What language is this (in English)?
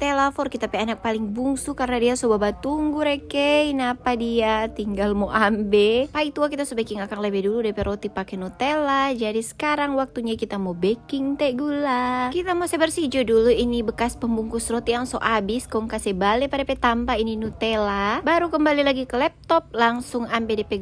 Manado Malay